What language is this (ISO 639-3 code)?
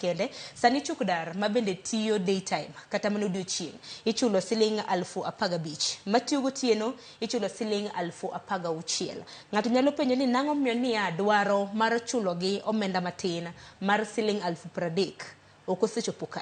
luo